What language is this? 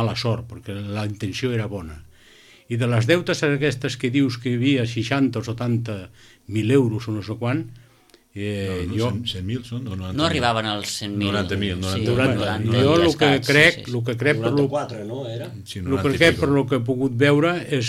Catalan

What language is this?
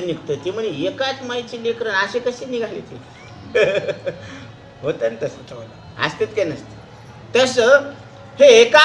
Marathi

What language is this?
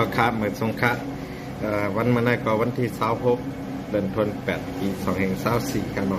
Shan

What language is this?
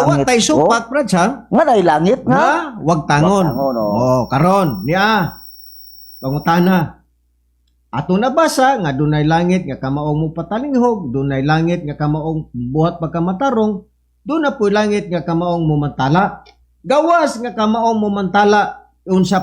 Cebuano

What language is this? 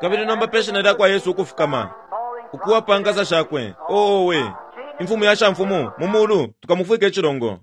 Bemba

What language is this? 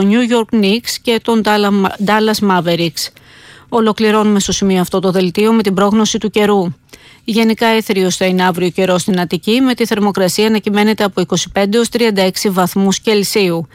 Greek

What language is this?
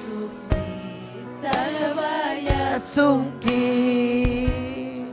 Ayacucho Quechua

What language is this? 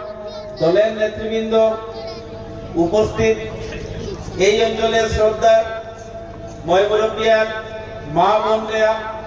Bangla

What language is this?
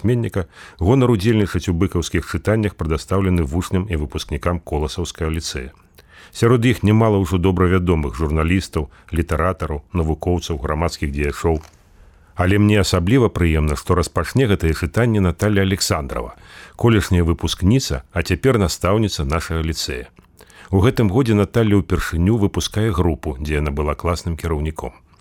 Belarusian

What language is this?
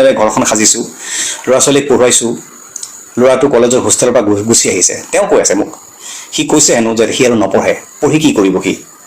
Assamese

